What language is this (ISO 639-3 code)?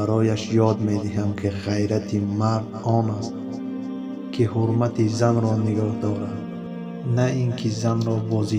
tgk